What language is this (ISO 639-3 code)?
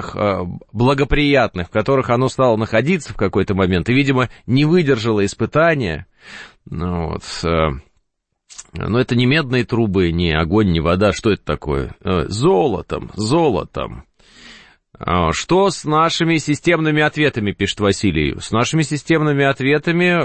rus